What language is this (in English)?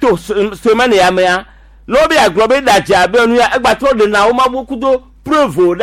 Gen